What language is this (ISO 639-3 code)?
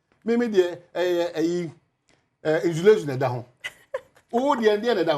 aka